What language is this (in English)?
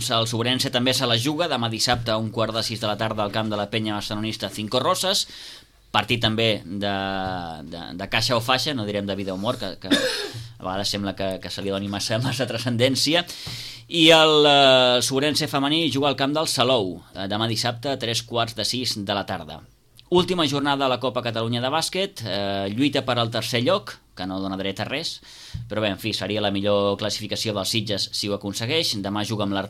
Catalan